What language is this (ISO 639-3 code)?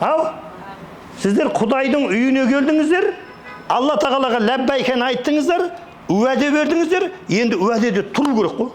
kaz